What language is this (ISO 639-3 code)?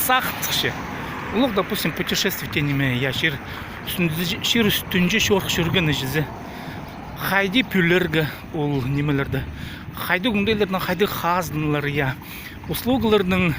kjh